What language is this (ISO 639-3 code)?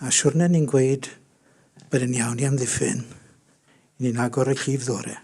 cym